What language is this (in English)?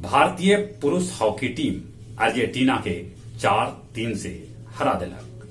Magahi